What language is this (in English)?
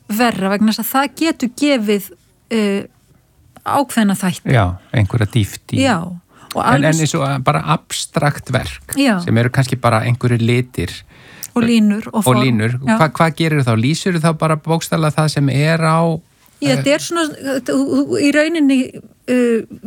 Icelandic